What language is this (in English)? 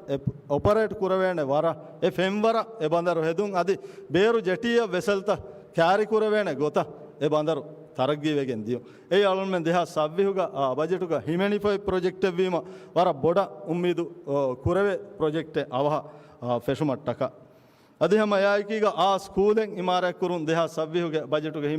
Divehi